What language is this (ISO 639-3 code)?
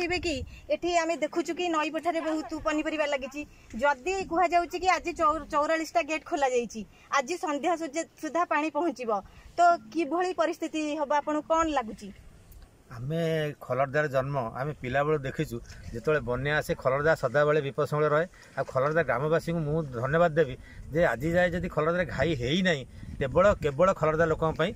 ori